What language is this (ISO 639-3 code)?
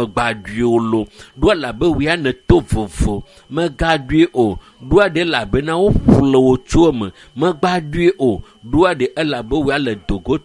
ewe